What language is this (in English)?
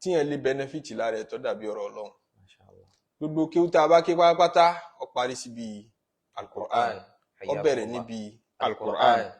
Yoruba